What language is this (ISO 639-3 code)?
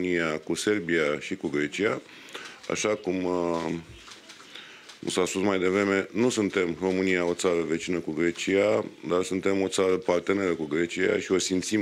ron